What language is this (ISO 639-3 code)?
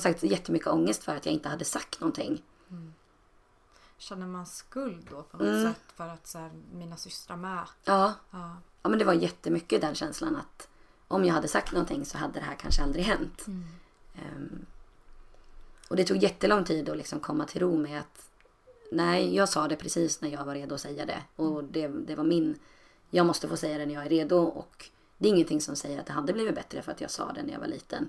swe